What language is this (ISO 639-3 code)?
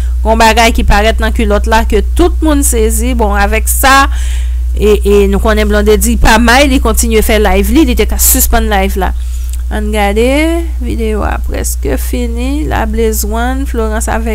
hat